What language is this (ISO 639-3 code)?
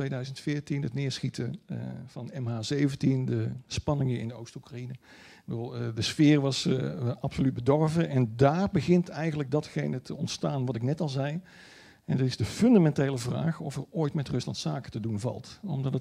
nld